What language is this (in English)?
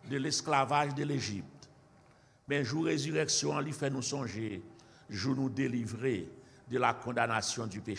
French